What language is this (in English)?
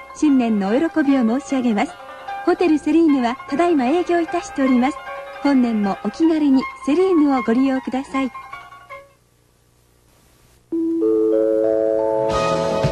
Japanese